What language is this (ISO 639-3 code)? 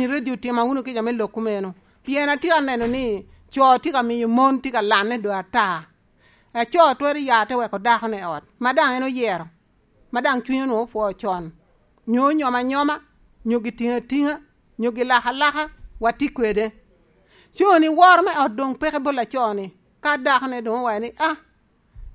laj